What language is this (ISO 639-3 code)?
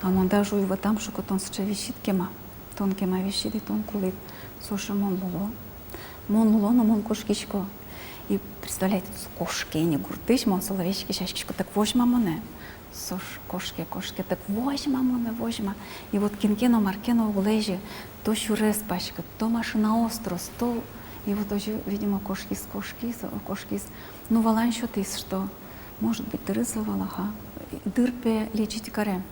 udm